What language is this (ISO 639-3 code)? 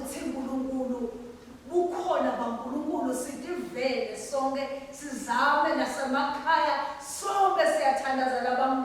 ssw